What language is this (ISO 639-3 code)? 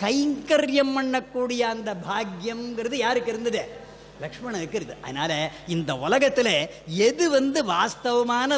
tam